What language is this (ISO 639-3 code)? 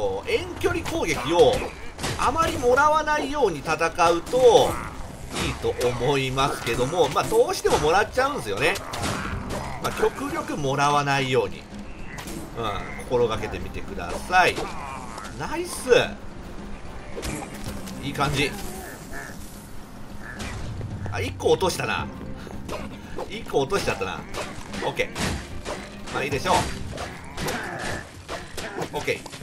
jpn